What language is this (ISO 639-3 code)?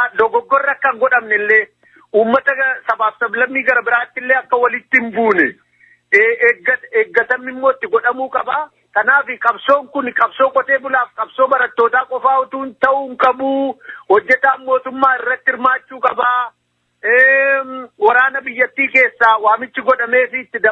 orm